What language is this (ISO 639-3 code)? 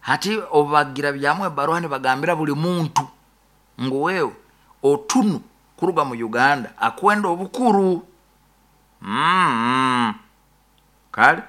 nyo